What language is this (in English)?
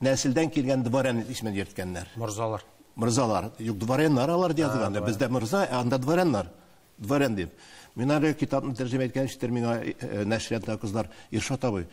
Tatar